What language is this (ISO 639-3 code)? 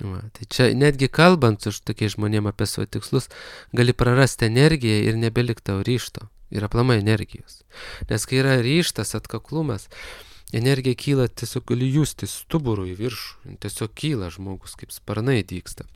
lit